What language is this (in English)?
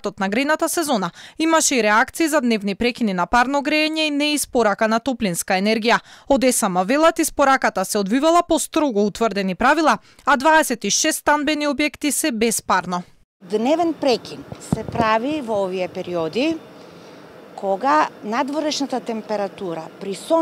Macedonian